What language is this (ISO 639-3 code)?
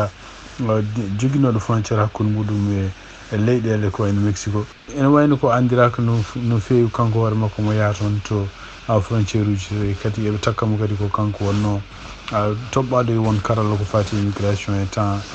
ful